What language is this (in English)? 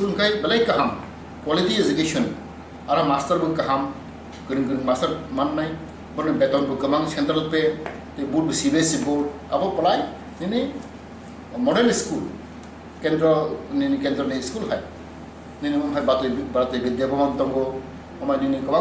Kok Borok